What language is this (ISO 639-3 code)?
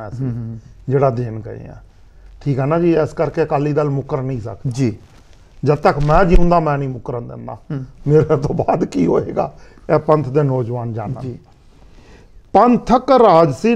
pan